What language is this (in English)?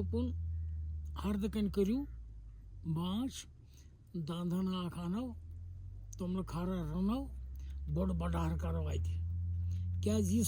Kashmiri